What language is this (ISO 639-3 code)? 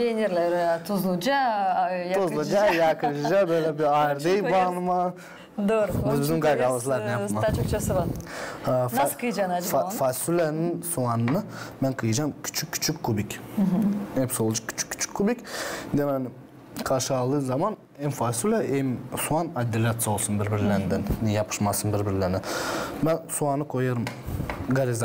gag